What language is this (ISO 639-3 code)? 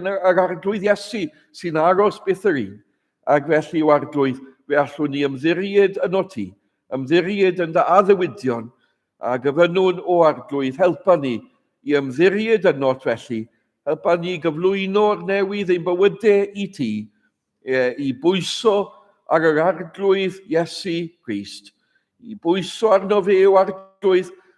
cym